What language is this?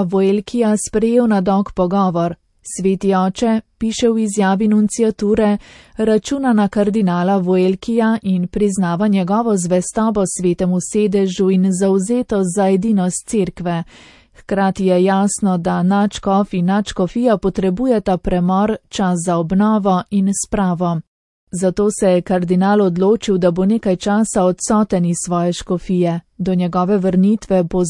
Slovenian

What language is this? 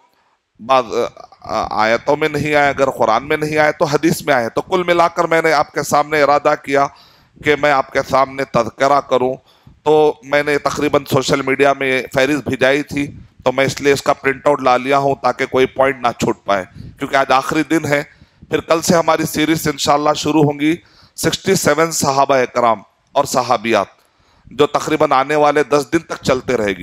Urdu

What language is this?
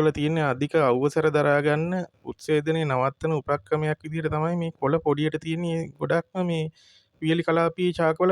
Sinhala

